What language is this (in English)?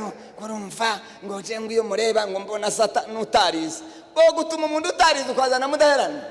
Kinyarwanda